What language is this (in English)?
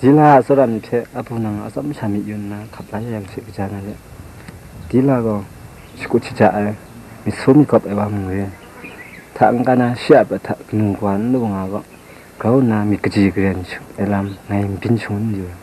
Kachin